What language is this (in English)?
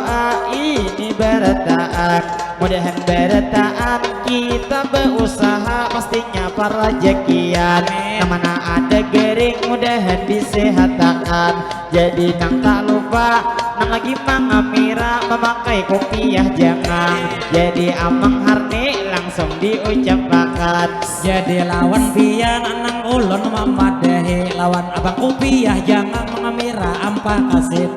Banjar